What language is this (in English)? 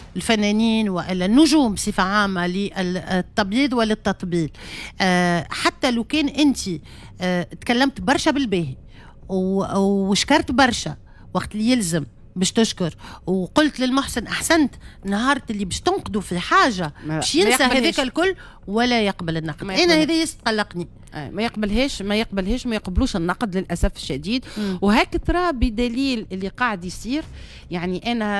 Tunisian Arabic